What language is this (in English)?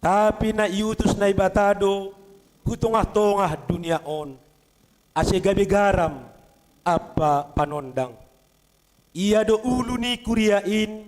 Batak Simalungun